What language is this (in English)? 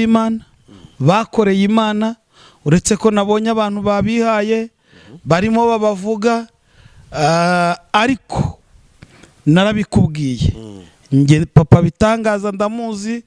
Kinyarwanda